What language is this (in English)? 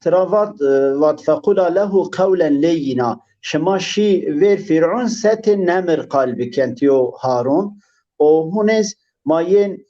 Zaza